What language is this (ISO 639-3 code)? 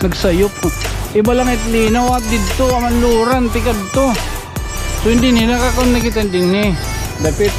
war